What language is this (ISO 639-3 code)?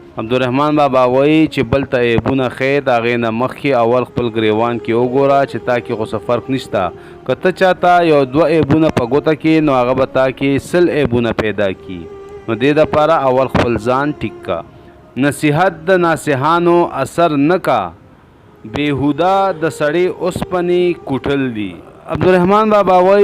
pus